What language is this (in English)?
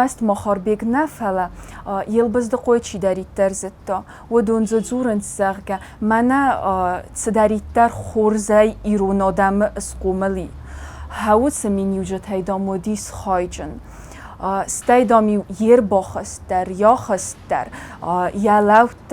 Ossetic